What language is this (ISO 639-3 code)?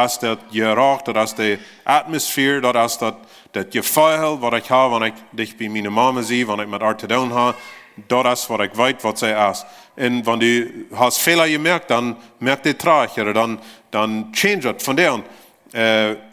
pdt